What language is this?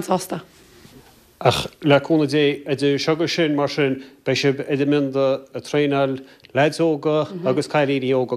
Irish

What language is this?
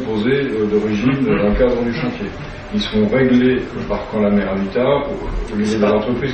French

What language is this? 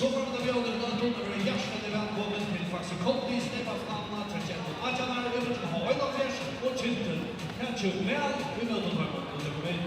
Faroese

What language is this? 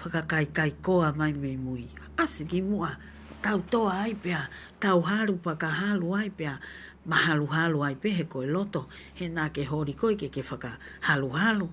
Tongan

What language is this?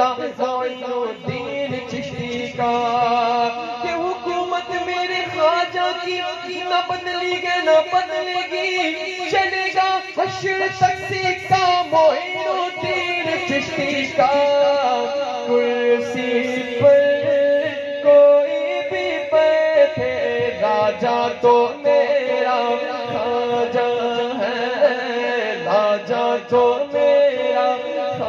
Urdu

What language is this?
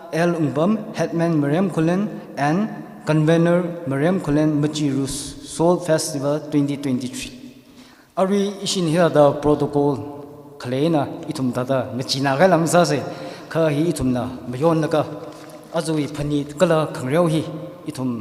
Tangkhul Naga (India)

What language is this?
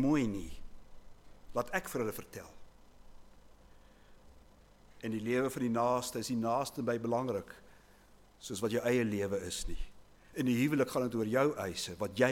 Afrikaans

